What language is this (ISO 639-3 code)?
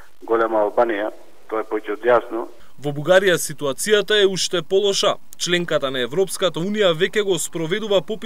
mkd